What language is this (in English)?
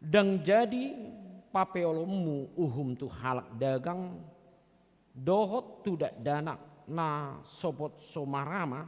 Batak Toba